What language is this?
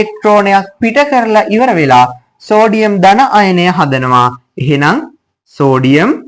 Sinhala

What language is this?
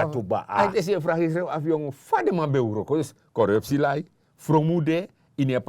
Sranan Tongo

